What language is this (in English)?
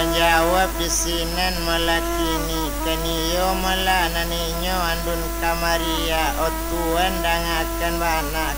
Minangkabau